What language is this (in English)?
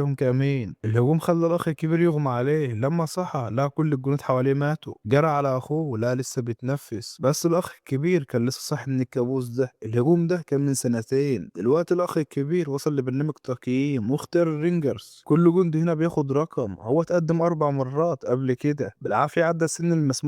Egyptian Arabic